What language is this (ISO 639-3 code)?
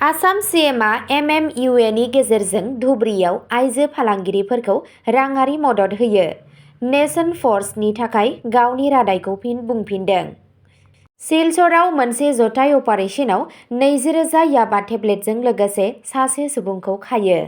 brx